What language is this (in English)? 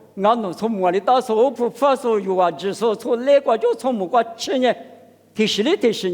Lisu